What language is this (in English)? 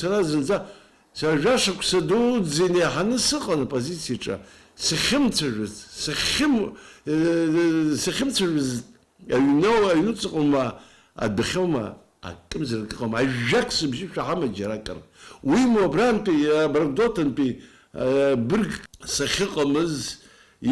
Abkhazian